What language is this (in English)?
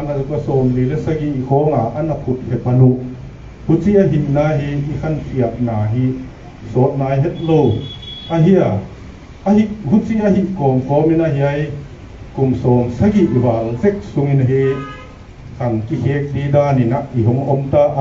Paite Chin